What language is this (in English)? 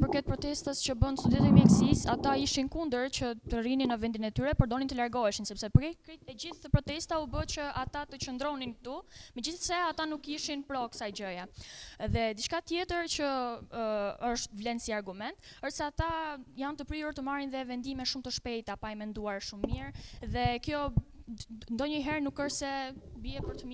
Albanian